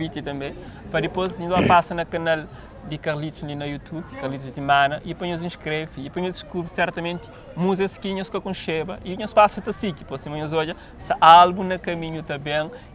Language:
Kabuverdianu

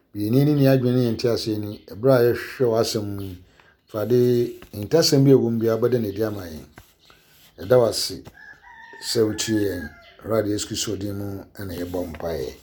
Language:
Akan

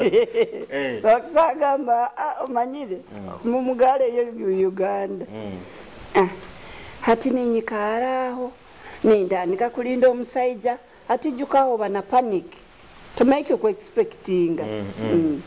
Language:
Nyoro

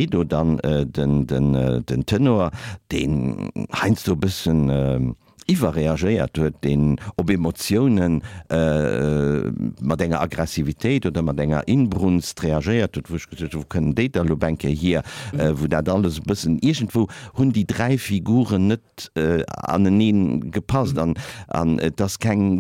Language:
Luxembourgish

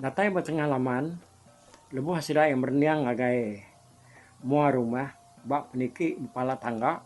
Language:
Iban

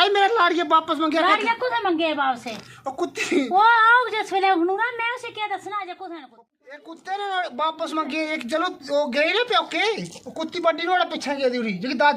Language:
Dogri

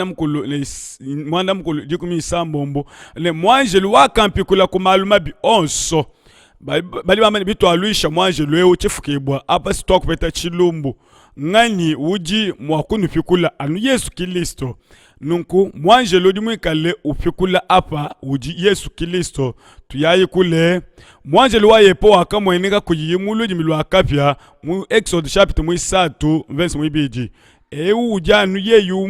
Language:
Luba-Lulua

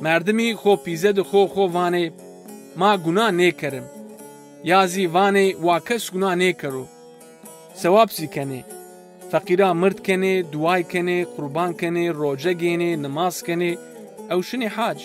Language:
Zaza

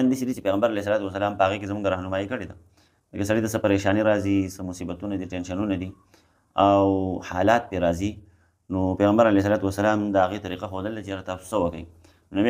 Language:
Pashto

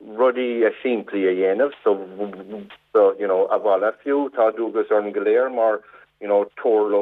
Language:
Irish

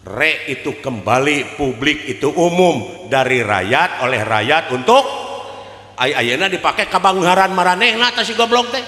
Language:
Sundanese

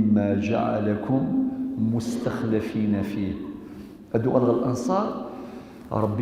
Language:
Kabyle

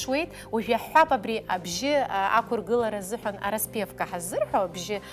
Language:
Abkhazian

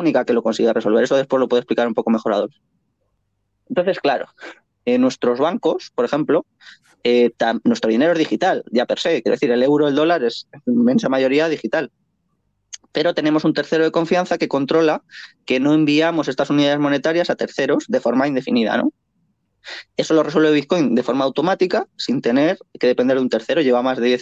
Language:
Spanish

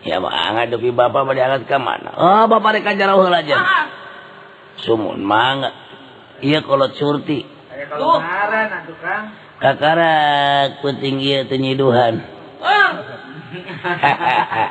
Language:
Sundanese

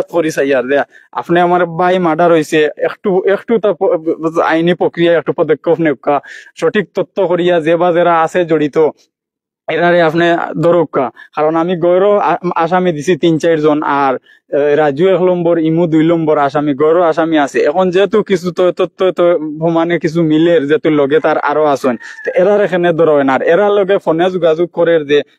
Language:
Sylheti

